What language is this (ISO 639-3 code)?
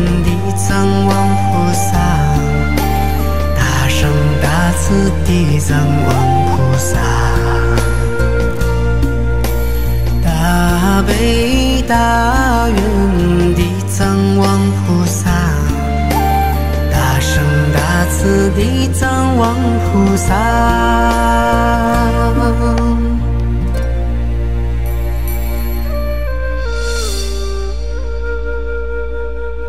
zho